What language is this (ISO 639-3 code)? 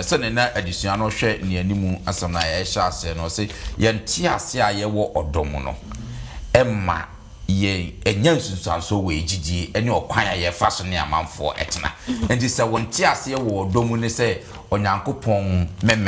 aka